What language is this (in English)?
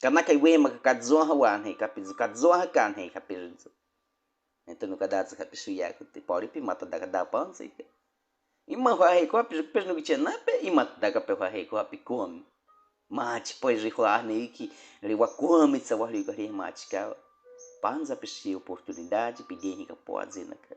Baniwa